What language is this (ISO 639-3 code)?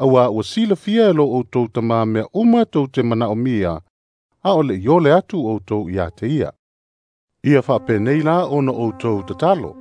smo